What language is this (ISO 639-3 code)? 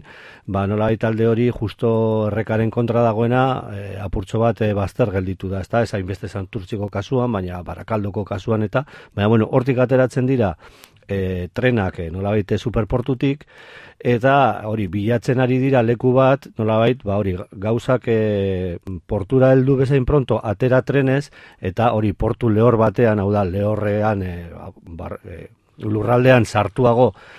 eus